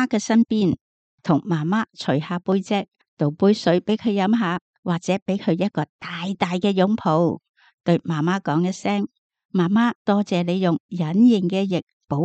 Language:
Cantonese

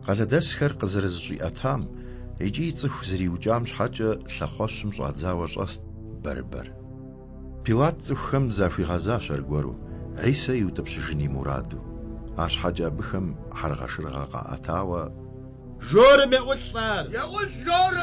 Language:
Kabardian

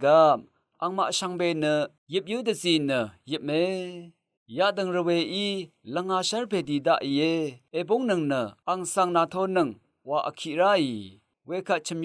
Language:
Rawang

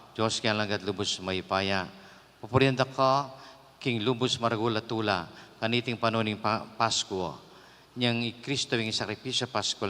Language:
Pampanga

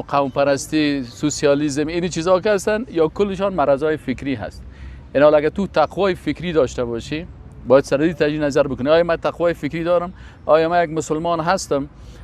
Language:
Persian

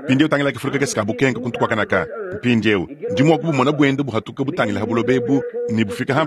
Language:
Luba-Lulua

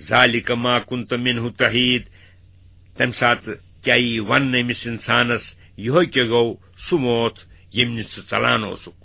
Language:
Kashmiri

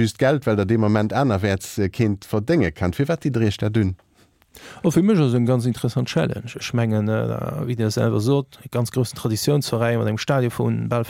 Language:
Luxembourgish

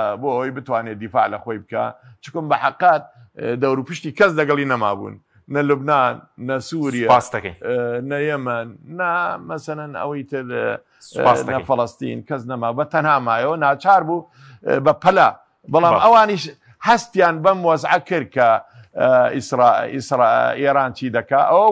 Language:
Central Kurdish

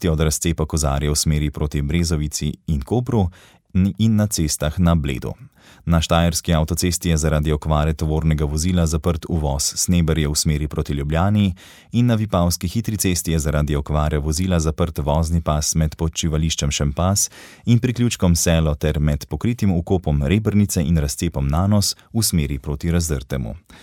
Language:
Slovenian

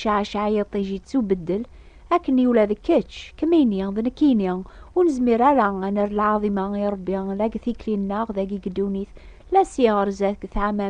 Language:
Kabyle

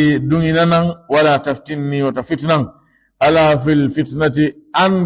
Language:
Fula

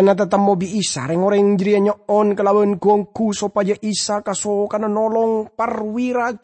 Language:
Madurese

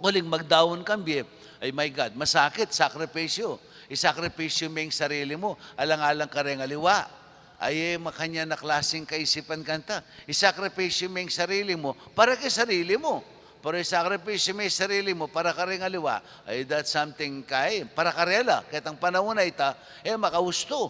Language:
Pampanga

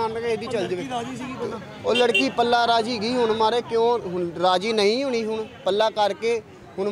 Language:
Punjabi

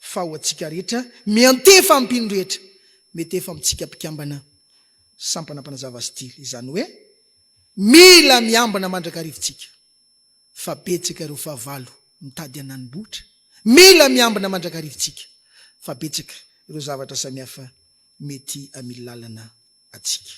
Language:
Malagasy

